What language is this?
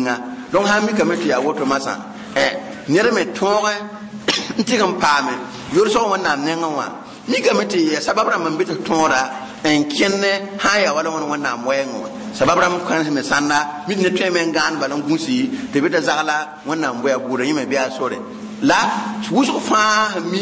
Mossi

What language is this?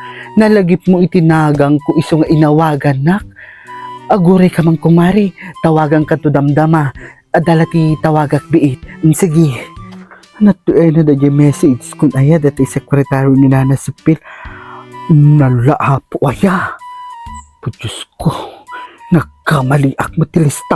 Iloko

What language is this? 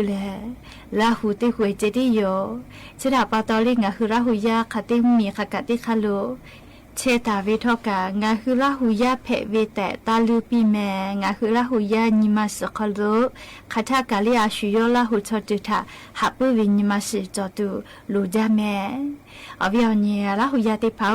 Lahu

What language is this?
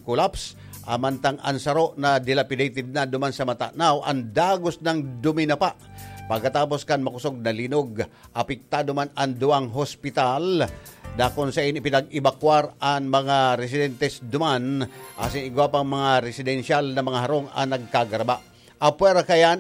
Bikol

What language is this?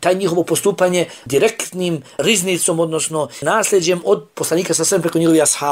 Bosnian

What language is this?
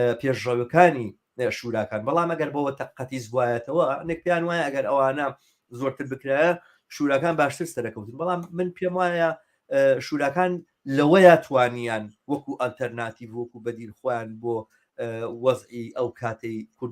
Central Kurdish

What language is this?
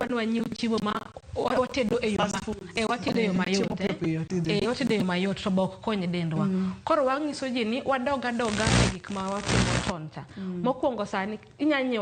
Luo (Kenya and Tanzania)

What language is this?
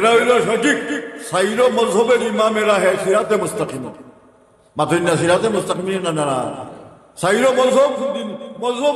Sylheti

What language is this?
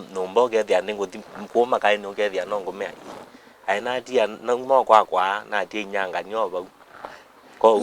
Kamba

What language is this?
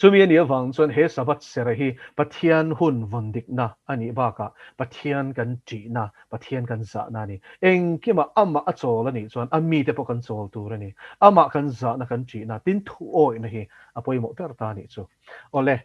Mizo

